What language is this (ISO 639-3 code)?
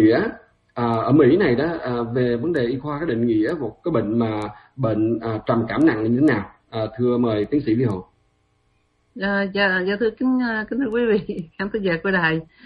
vie